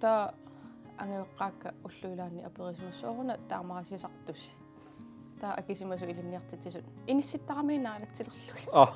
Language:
Kalaallisut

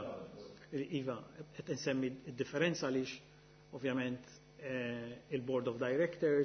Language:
Maltese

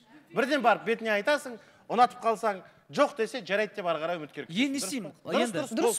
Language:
Kazakh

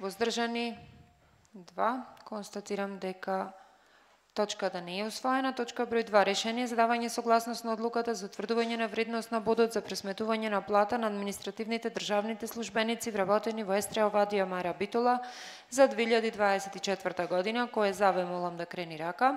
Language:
Macedonian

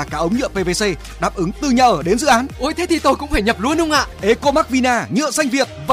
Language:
Vietnamese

